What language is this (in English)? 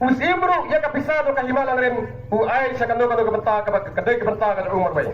Khasi